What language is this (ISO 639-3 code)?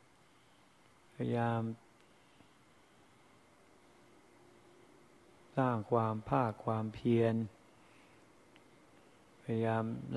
tha